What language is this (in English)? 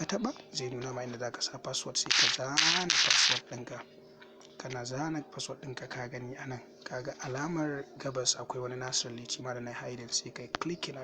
Hausa